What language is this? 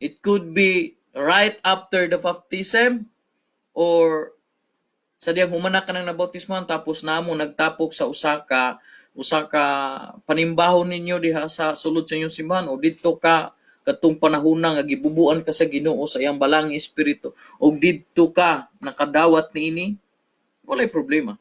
Cebuano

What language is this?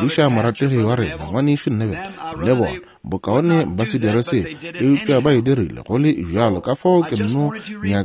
Northern Sotho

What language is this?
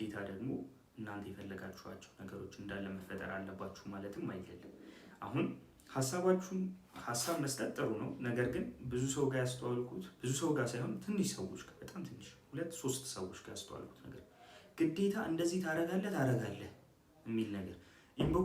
Amharic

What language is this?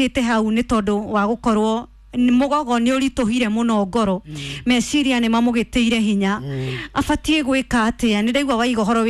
Kikuyu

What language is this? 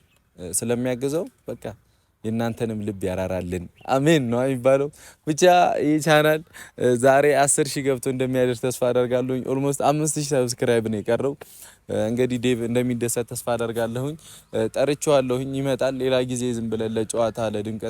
Amharic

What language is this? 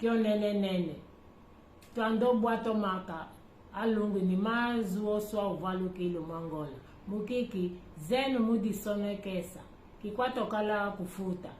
Kimbundu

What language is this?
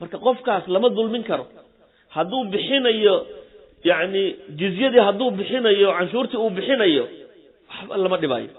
Somali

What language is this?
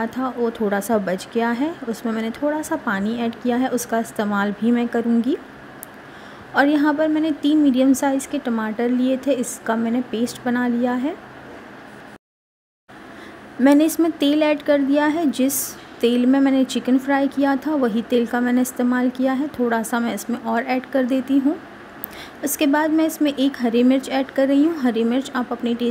Hindi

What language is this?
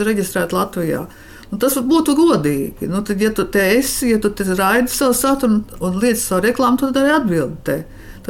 Latvian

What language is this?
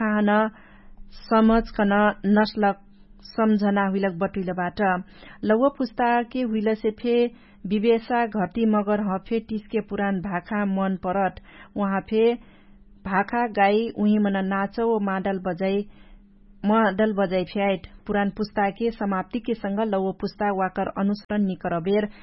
Dangaura Tharu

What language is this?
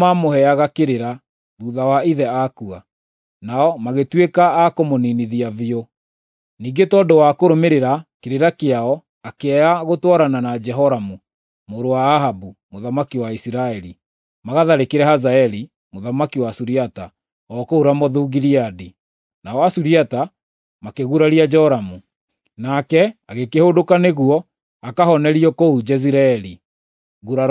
Kikuyu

